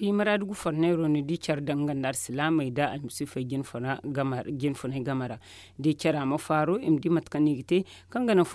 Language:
Zarma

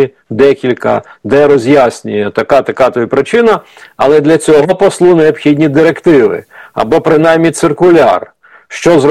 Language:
Ukrainian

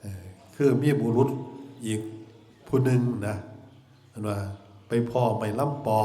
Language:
Northeastern Thai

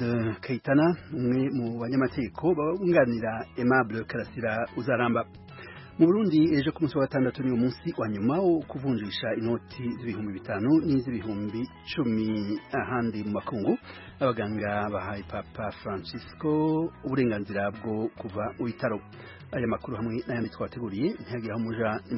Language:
Kinyarwanda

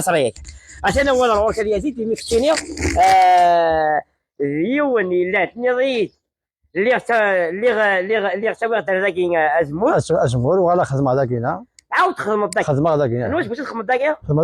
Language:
Kabyle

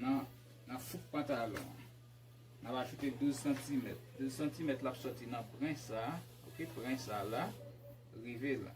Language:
Haitian Creole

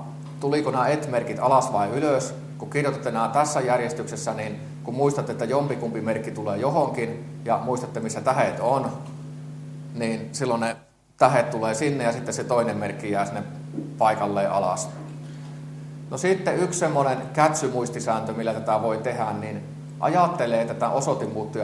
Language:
Finnish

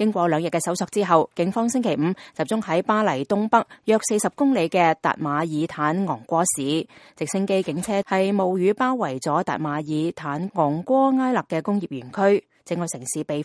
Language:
Cantonese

